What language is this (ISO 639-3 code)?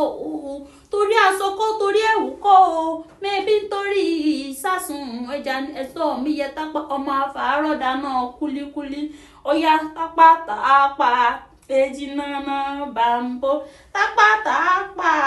yor